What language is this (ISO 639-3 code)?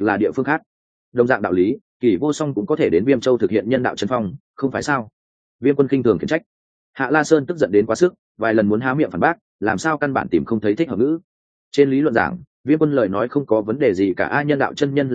vie